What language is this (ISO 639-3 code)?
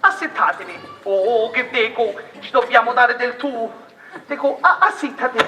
scn